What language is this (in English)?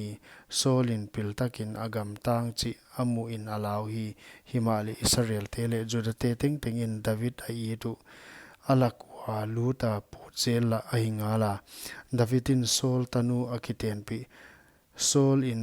Paite Chin